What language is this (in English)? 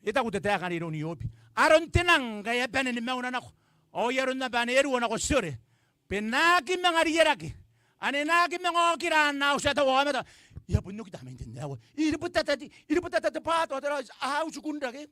Gilbertese